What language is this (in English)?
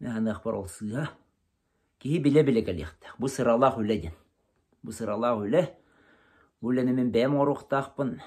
Yakut